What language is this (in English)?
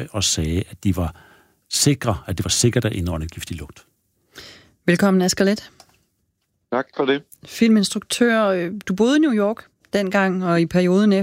Danish